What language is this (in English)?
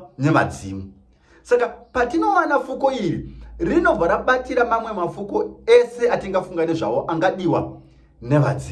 Shona